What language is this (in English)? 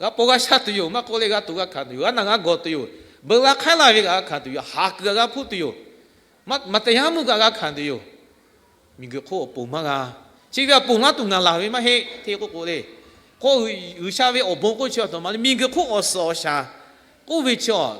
Lahu